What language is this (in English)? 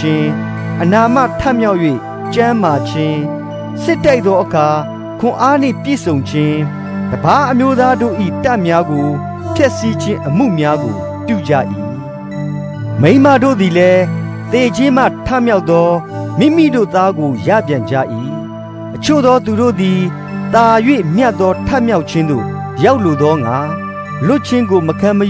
Burmese